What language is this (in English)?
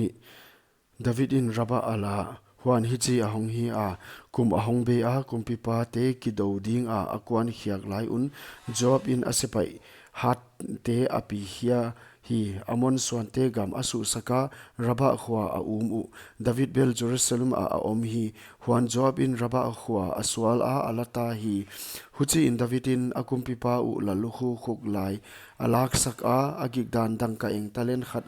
Paite Chin